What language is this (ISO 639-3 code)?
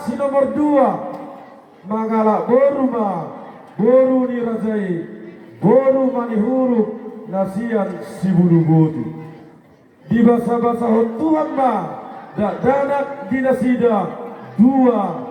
bbc